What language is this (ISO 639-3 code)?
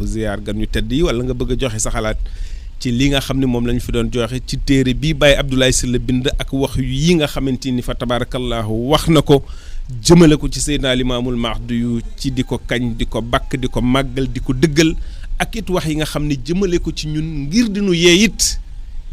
wol